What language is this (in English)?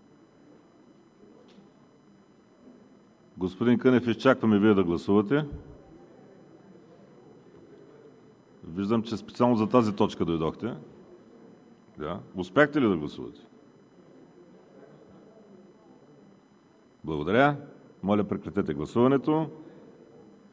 Bulgarian